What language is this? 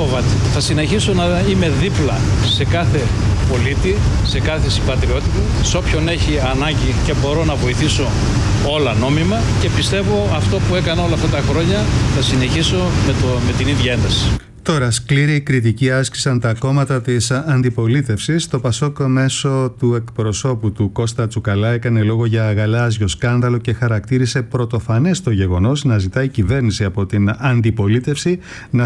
Greek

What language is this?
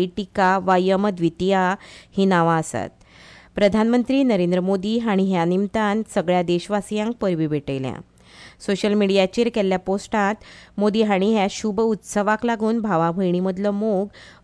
Konkani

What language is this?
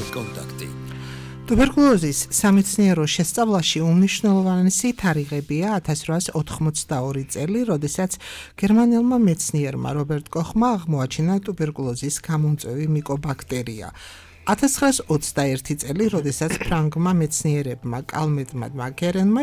Georgian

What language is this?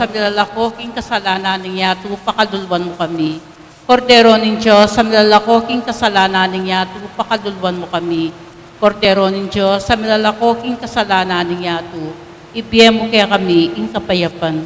Pampanga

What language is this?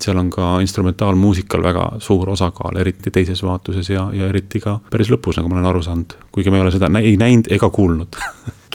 Estonian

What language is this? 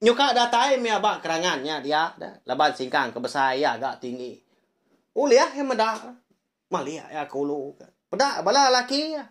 Iban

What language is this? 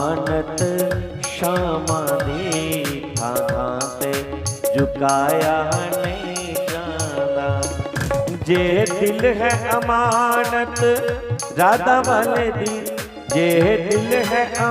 Dogri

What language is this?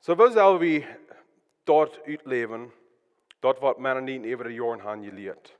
Plautdietsch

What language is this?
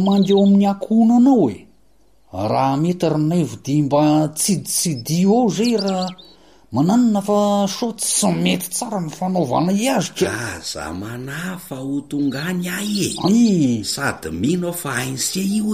Malagasy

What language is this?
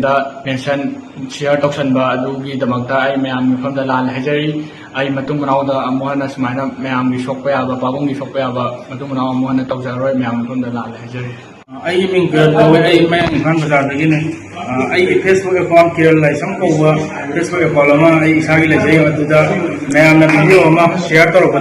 Manipuri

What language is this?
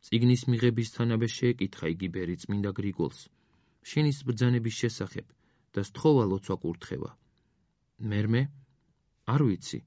Georgian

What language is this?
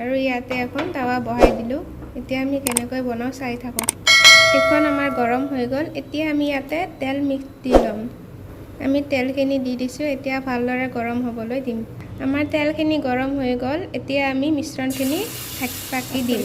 Assamese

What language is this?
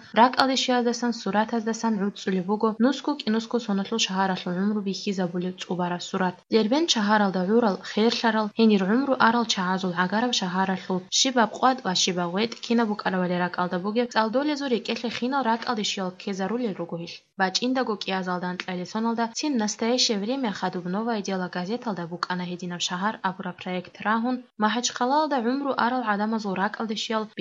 Avaric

